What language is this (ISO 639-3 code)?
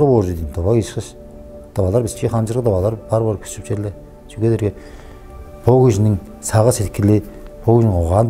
tyv